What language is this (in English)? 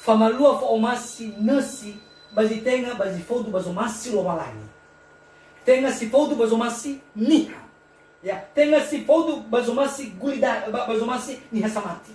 Nias